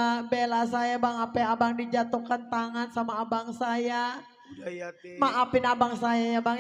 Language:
Betawi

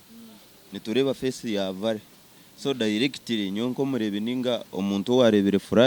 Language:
Nyankole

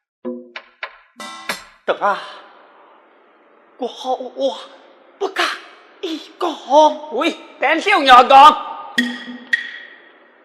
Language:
Pu-Xian Chinese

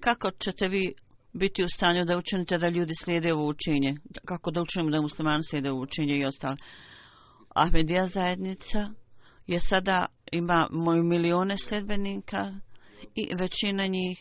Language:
Bosnian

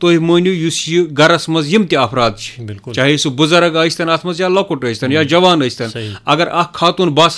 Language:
Kashmiri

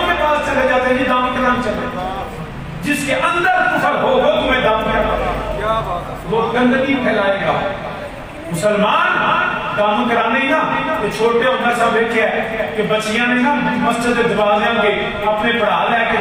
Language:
Urdu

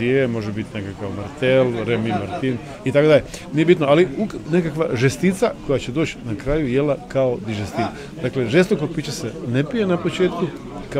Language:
Bosnian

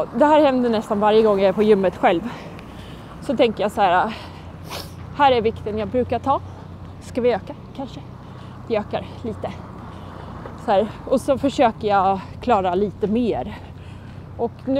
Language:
Swedish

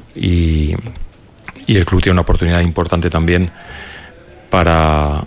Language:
Catalan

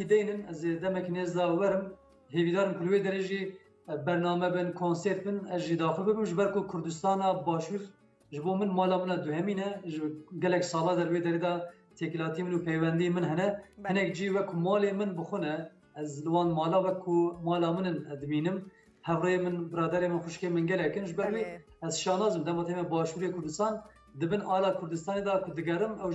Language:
Kurdish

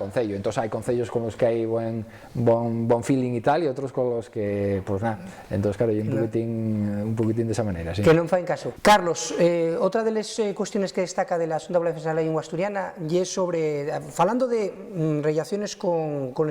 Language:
Asturian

